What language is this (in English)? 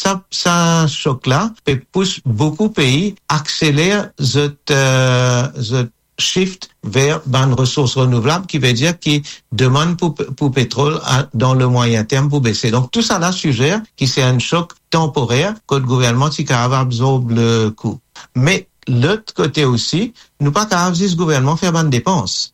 Morisyen